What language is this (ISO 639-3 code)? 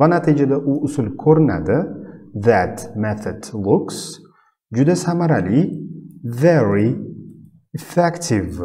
uzb